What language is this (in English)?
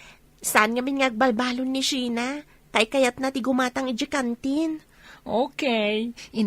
Iloko